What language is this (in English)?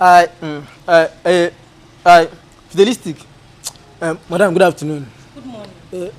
Nigerian Pidgin